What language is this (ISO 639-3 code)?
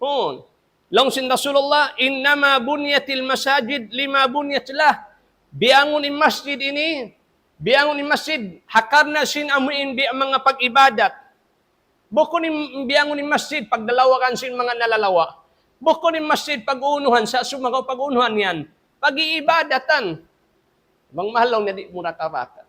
tsg